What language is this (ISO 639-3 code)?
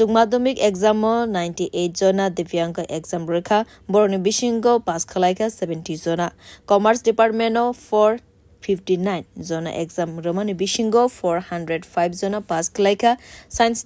trp